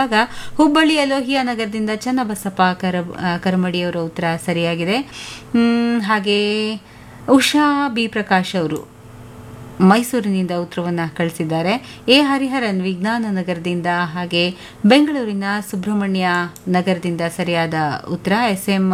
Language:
Kannada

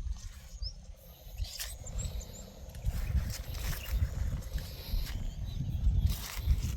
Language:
Northeastern Thai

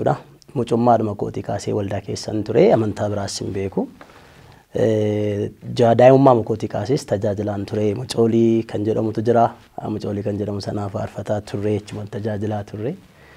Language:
Oromo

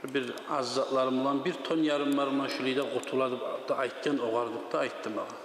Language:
Kumyk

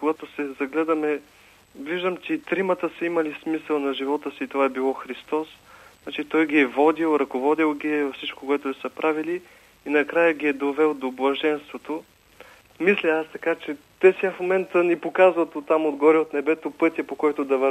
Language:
Bulgarian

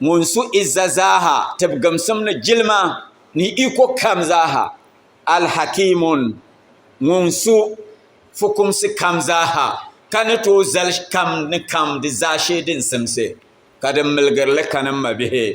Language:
Dagbani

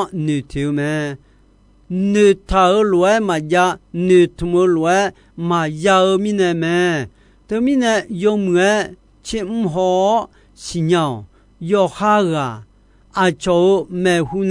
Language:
Akha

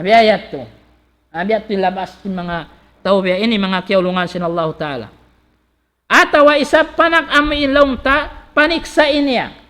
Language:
Tausug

